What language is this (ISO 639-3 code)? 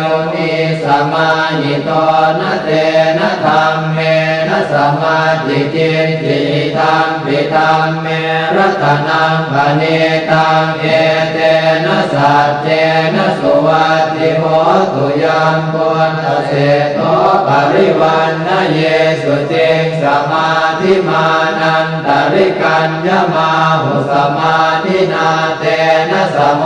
pli